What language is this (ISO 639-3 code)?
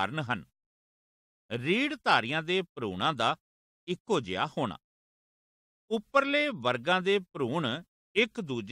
pan